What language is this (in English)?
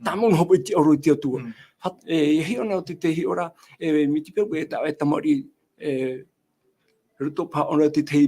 Tahitian